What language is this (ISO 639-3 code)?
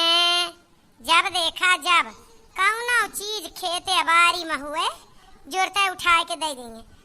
awa